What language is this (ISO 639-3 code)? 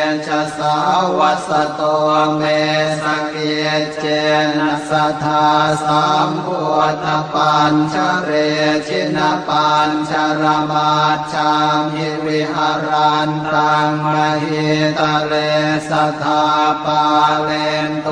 pli